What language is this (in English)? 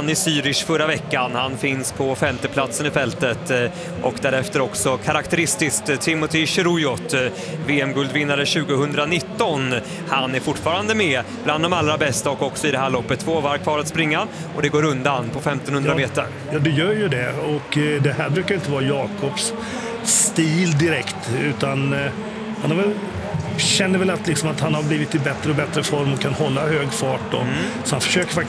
Swedish